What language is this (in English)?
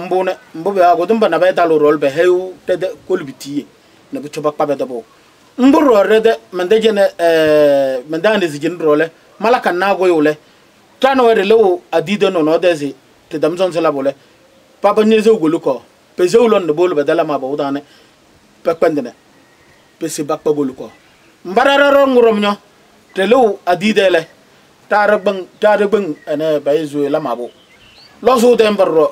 Kabiyè